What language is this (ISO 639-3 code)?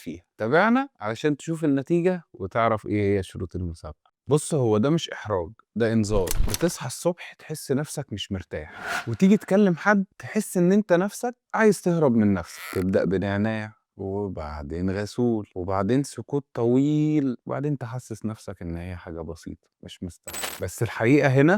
arz